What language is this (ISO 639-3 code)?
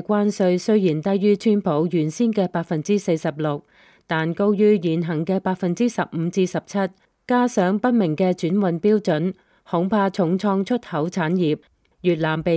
yue